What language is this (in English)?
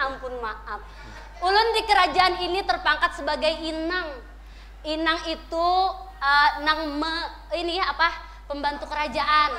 Banjar